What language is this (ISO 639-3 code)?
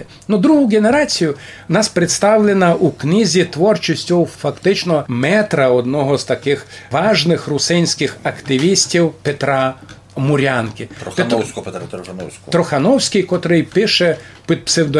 rue